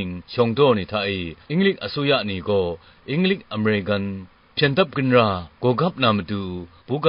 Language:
Kachin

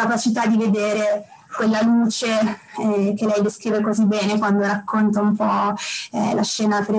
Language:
Italian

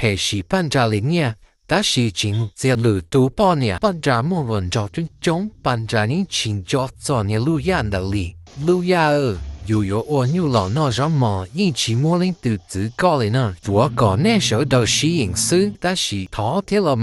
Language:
Hmong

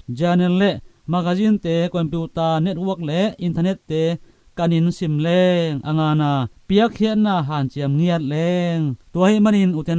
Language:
Tedim Chin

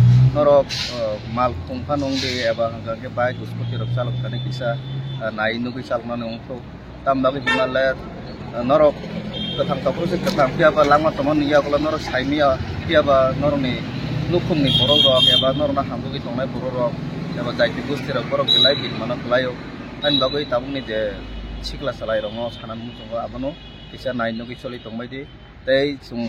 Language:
Kok Borok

